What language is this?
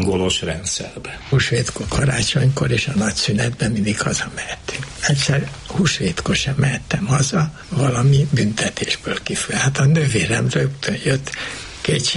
Hungarian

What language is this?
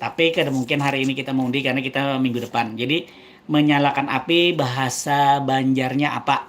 Banjar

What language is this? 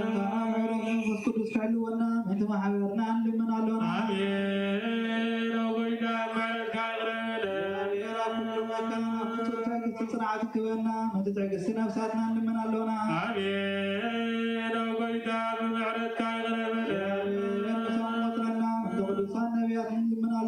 Tigrinya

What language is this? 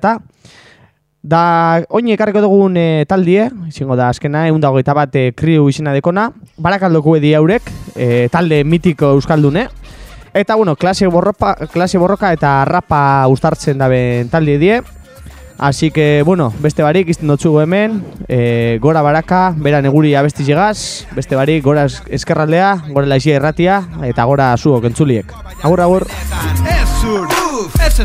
Basque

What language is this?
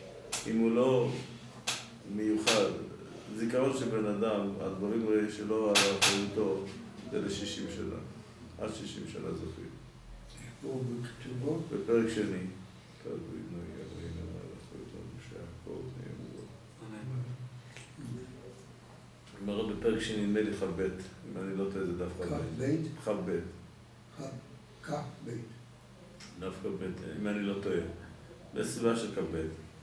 Hebrew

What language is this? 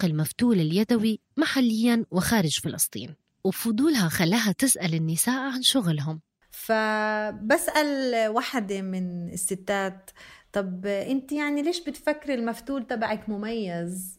North Levantine Arabic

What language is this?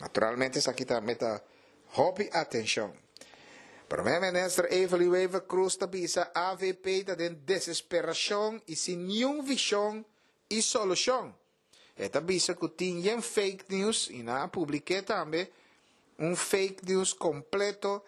Papiamento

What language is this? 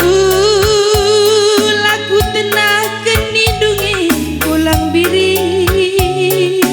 Batak Karo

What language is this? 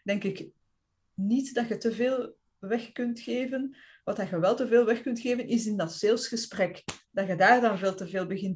Dutch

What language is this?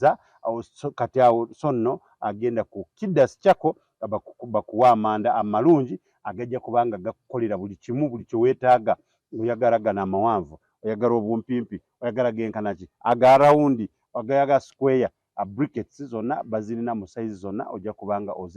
Ganda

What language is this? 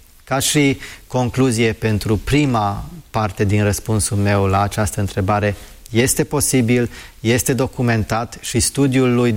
Romanian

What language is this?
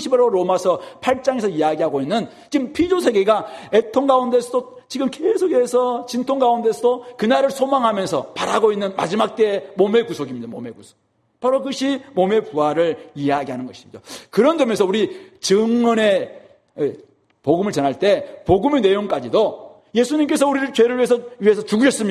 Korean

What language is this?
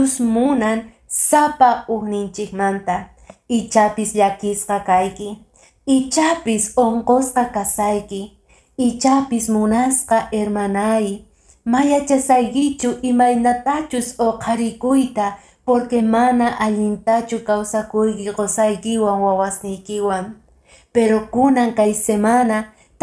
Quechua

